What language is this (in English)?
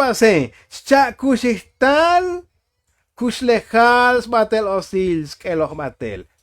Tzotzil